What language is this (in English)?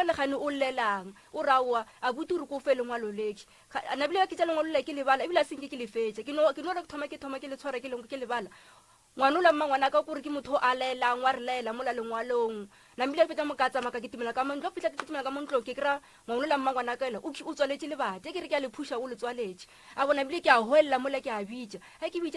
Northern Sotho